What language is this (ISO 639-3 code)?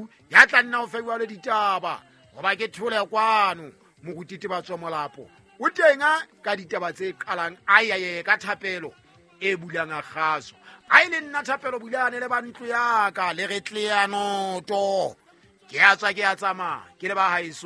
sot